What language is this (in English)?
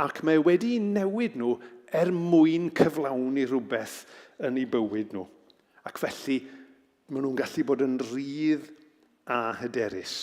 Welsh